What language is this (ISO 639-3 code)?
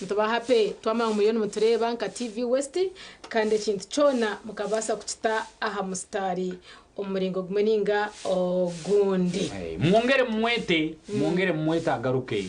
nyn